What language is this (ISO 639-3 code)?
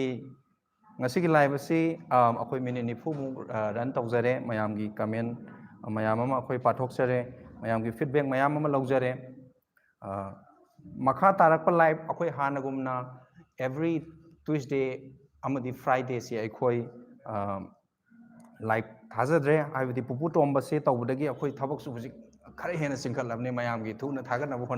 mni